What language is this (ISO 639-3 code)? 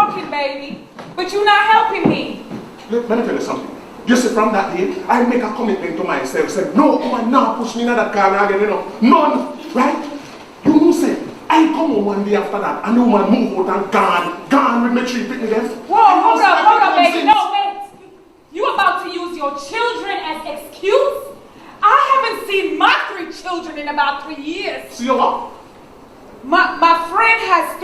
jam